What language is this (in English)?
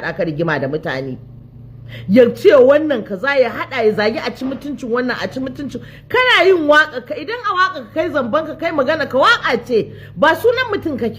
Hausa